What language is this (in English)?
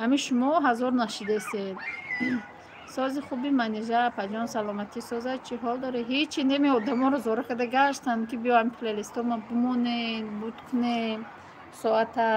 Tajik